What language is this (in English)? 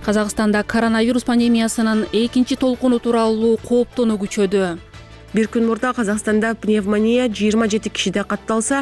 Kyrgyz